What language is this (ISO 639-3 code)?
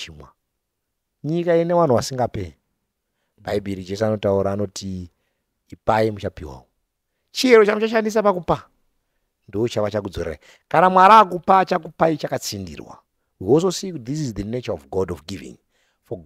sna